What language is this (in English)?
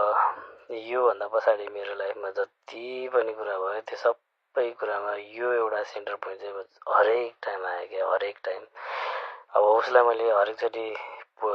Nepali